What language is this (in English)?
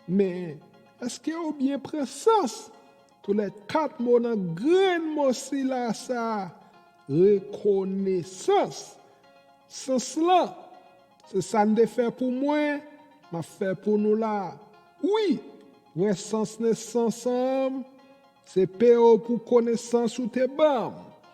Haitian Creole